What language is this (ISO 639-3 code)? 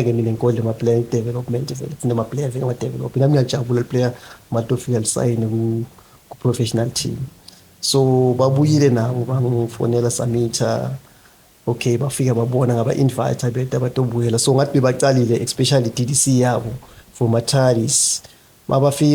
ssw